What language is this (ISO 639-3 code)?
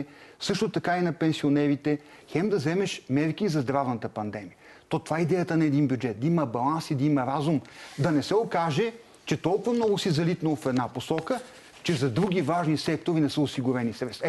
bul